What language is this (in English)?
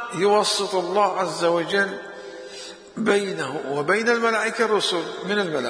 Mesopotamian Arabic